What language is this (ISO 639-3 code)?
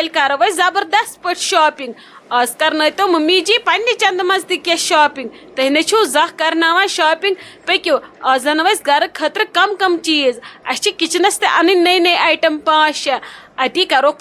kas